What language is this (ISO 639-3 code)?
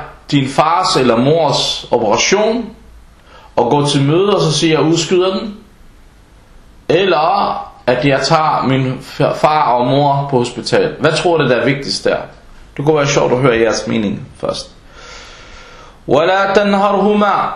dan